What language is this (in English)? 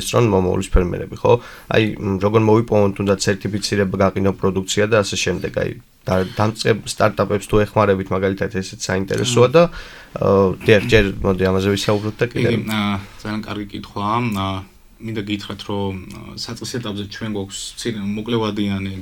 Georgian